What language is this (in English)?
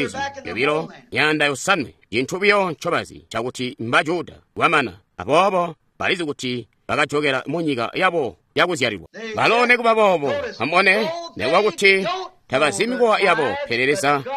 Tonga (Zambia)